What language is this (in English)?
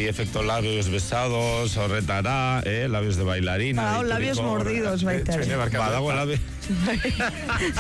Basque